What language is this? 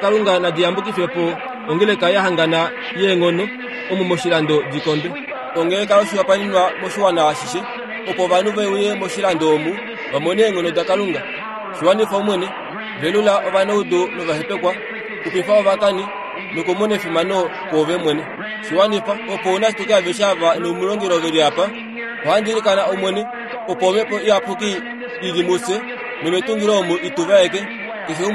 Kuanyama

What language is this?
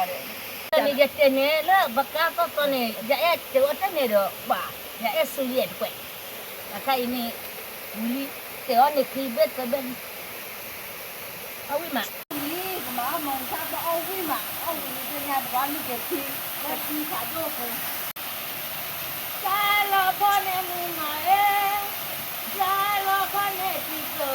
S'gaw Karen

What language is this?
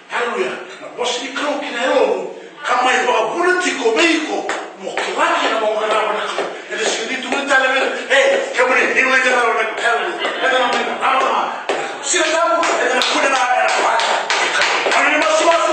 Fijian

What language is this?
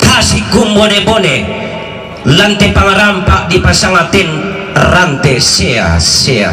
Toraja-Sa'dan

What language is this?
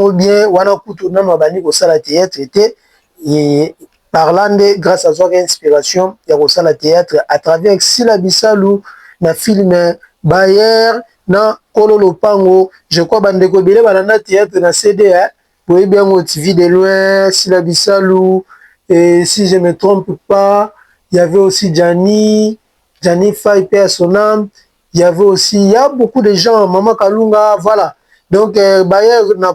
Lingala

